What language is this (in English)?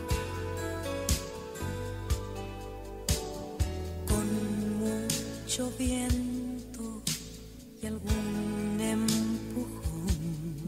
Spanish